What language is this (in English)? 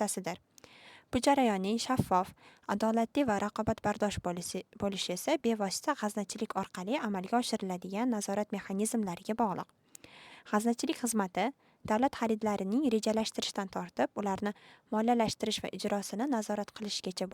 Uzbek